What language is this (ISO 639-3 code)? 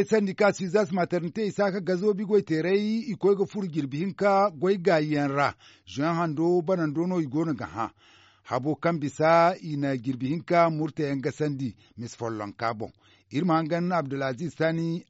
dje